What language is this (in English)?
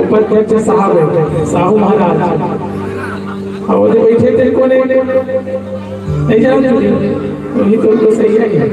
Chhattisgarhi